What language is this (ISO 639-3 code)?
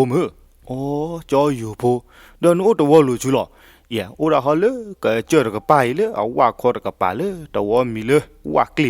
ksw